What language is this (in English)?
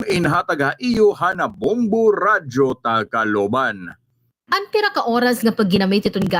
Waray